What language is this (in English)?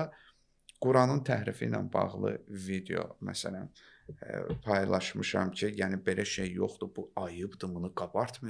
Azerbaijani